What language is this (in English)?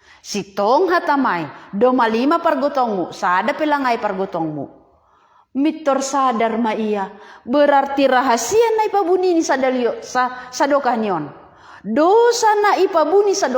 Batak Simalungun